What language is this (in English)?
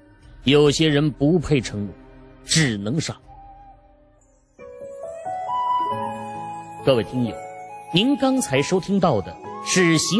Chinese